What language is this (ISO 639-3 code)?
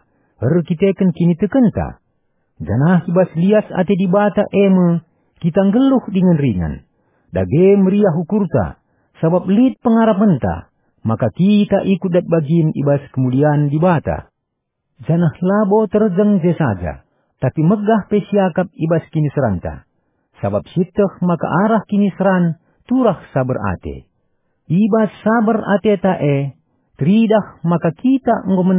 btx